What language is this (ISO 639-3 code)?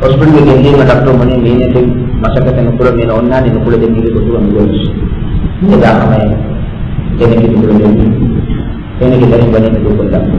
div